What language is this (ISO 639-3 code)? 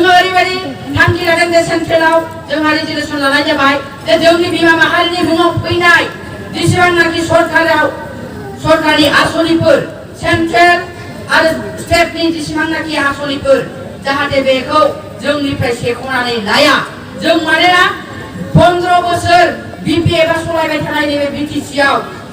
brx